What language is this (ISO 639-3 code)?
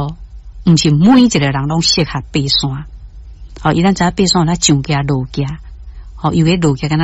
nan